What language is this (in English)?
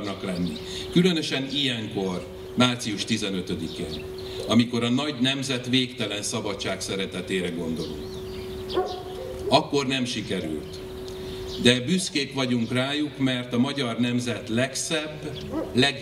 Hungarian